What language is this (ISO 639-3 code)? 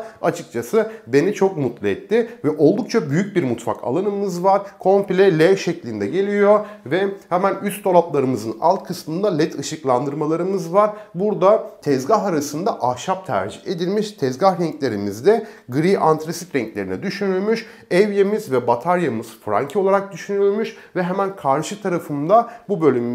tur